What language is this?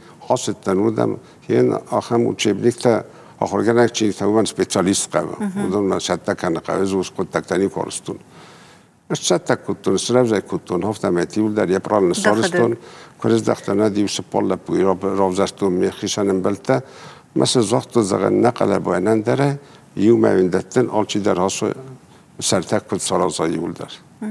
Ossetic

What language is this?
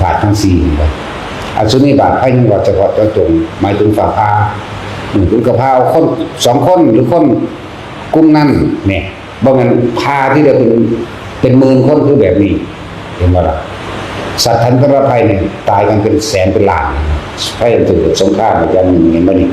Northeastern Thai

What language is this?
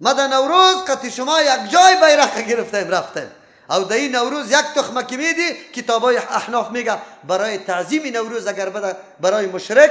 Persian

